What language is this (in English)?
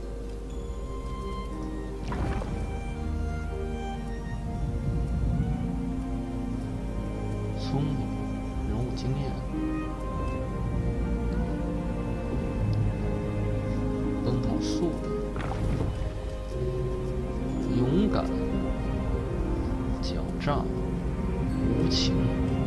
Chinese